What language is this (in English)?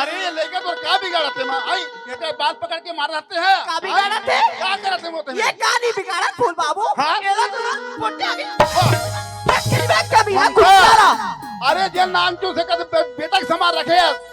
Chhattisgarhi